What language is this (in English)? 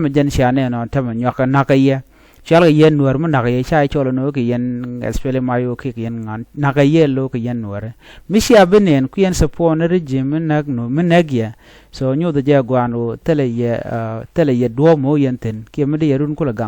Nuer